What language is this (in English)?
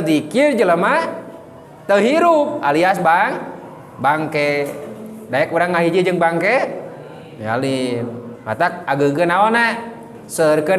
Sundanese